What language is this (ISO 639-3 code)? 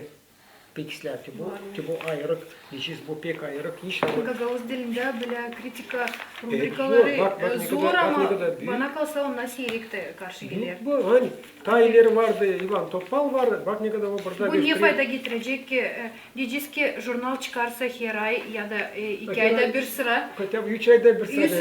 gag